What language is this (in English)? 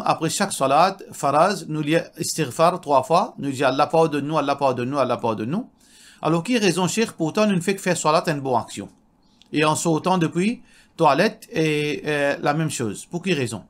Morisyen